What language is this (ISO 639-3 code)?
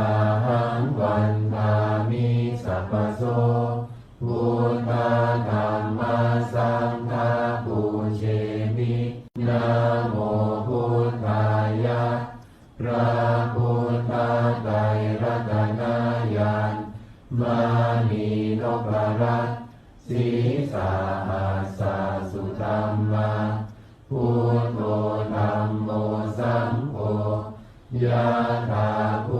pli